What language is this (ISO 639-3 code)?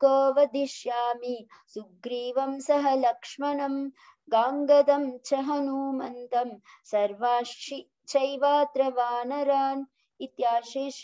san